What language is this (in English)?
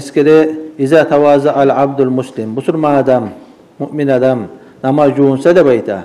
Kumyk